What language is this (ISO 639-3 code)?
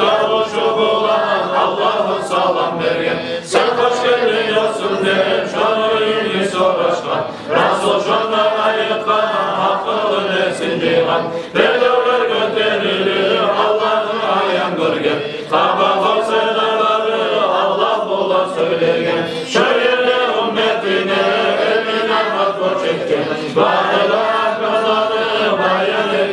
kum